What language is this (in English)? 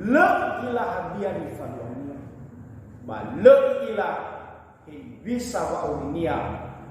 Nias